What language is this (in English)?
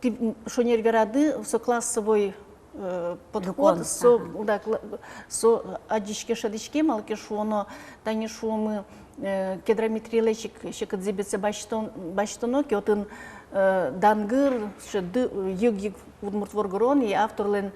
Udmurt